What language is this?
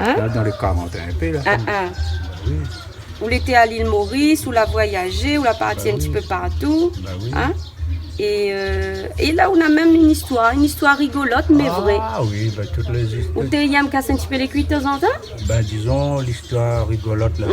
Réunion Creole French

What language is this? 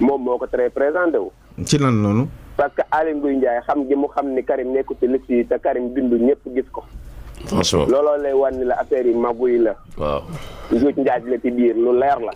Wolof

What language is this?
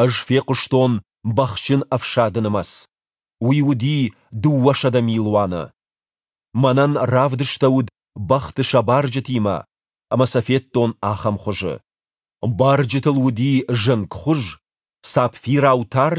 Ossetic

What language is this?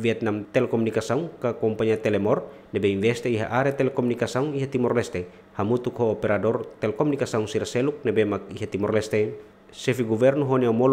Tetum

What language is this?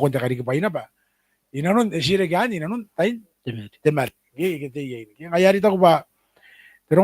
Gilbertese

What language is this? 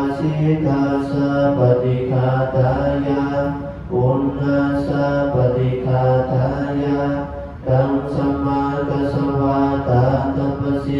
Pali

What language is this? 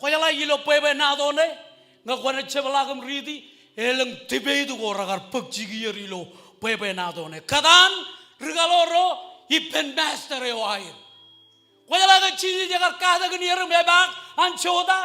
Marshallese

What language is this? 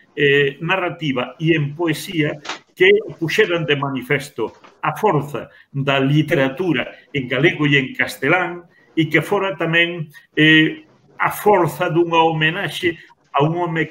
Galician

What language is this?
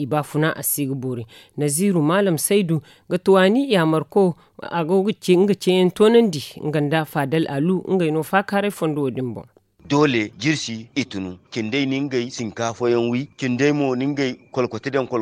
Zarma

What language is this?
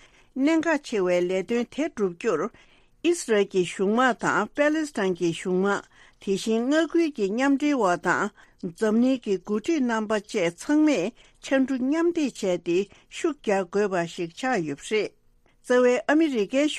Tibetan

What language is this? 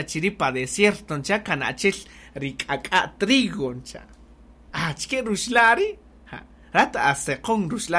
Kaqchikel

